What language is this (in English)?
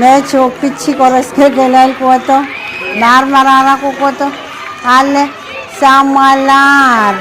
Pohnpeian